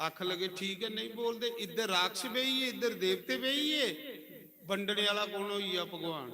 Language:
Dogri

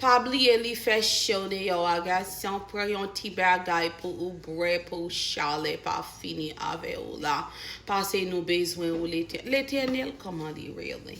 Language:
Haitian Creole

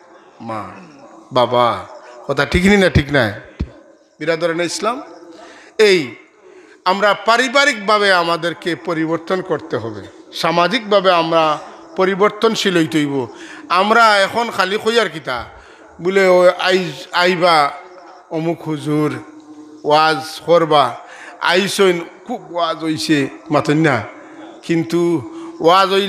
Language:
Sylheti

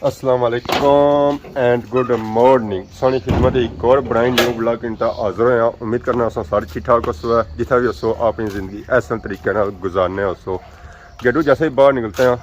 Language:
Pahari-Potwari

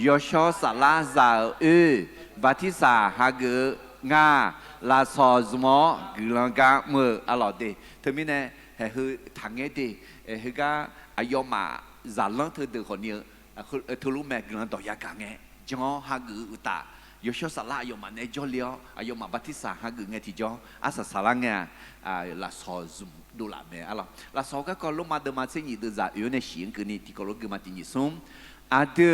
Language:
Akha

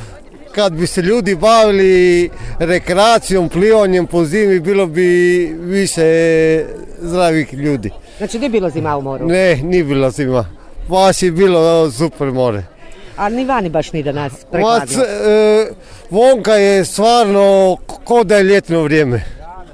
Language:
Croatian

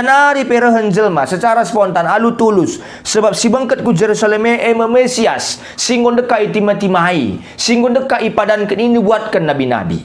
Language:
Batak Karo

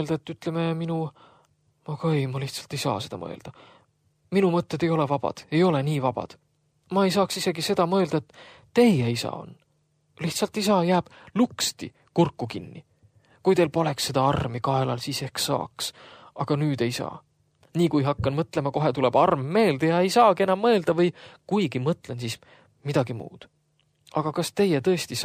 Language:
Estonian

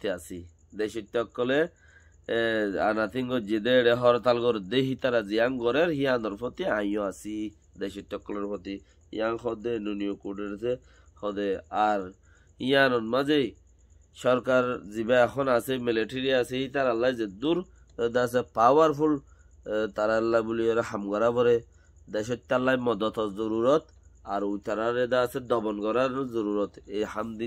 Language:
Rohingya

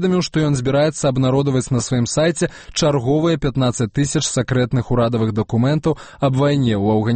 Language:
Belarusian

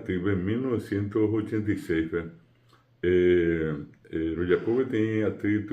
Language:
Guarani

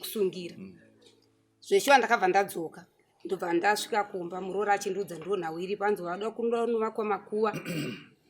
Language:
Shona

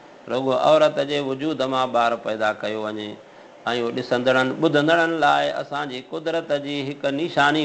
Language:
Sindhi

